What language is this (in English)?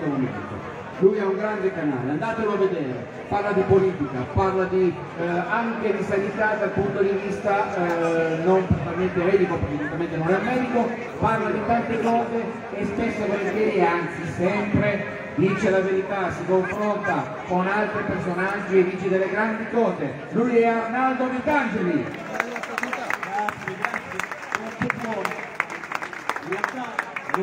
Italian